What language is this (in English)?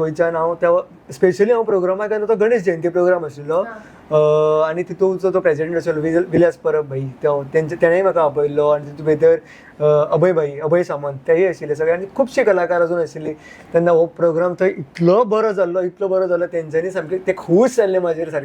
Konkani